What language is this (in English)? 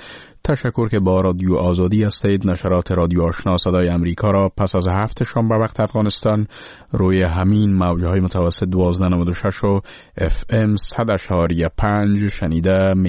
Persian